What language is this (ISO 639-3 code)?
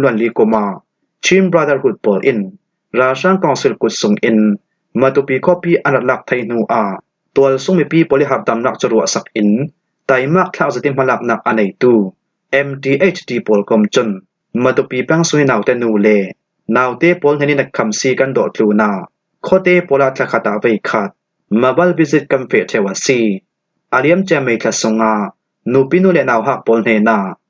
cfm